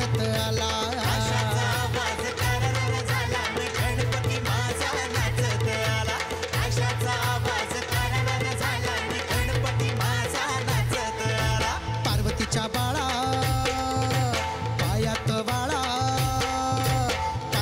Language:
Marathi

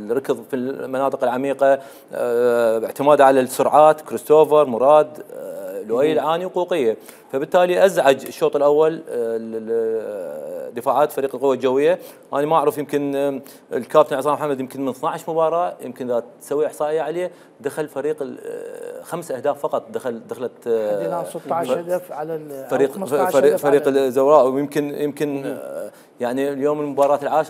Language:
Mesopotamian Arabic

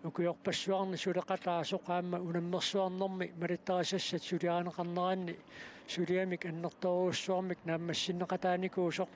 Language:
Kalaallisut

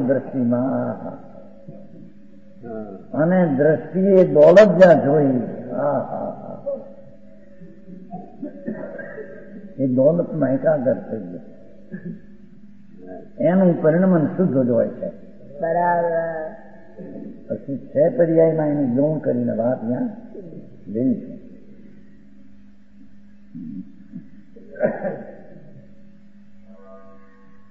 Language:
Gujarati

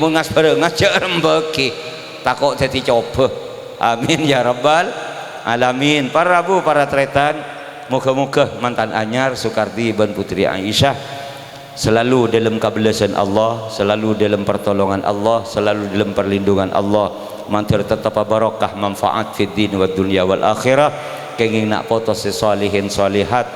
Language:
Madurese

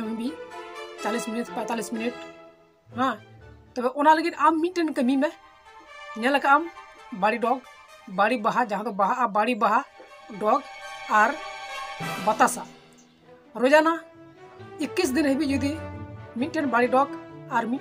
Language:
Santali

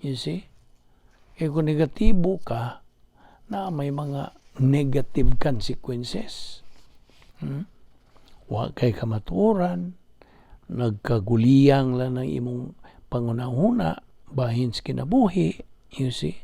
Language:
Cebuano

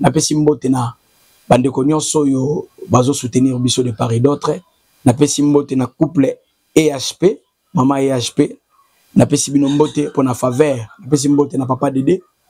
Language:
Lingala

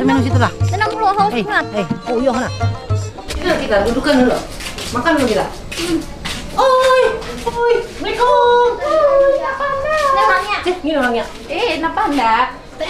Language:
Banjar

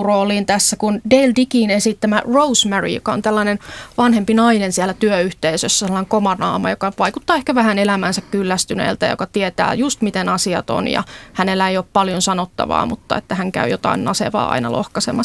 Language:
Finnish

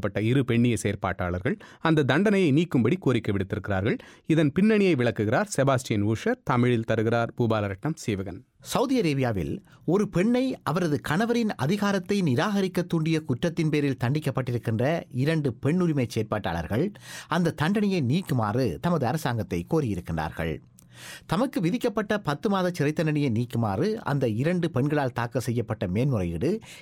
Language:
Tamil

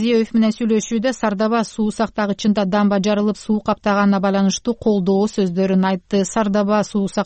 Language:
Kyrgyz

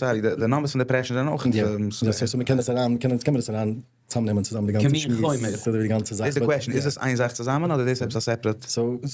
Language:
Yiddish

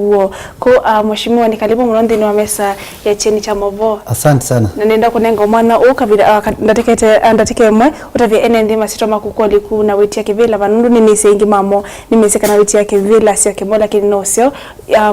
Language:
Kamba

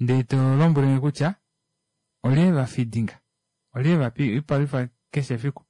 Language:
Kuanyama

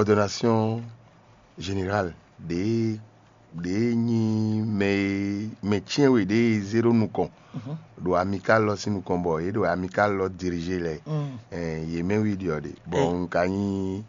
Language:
Fon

